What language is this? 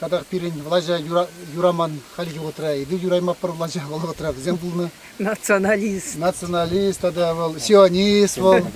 Chuvash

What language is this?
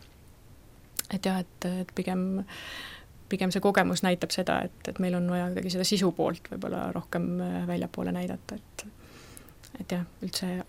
Estonian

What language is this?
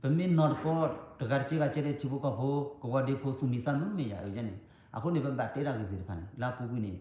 S'gaw Karen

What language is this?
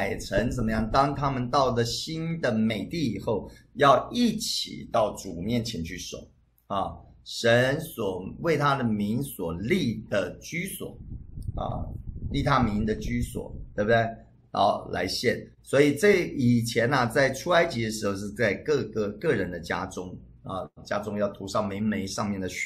Chinese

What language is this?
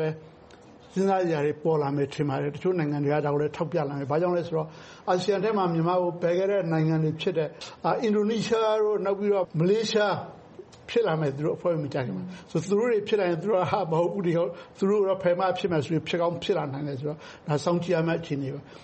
Burmese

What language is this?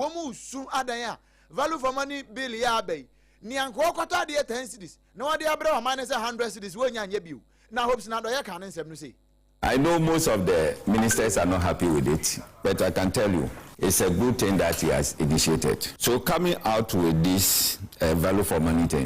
Akan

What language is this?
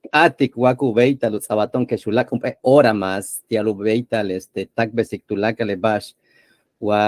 Yucateco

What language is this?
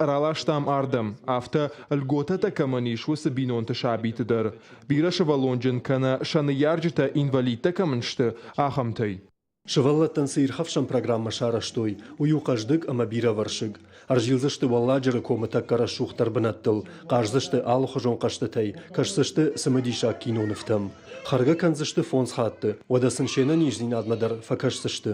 Ossetic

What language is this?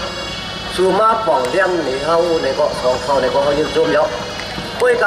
Shan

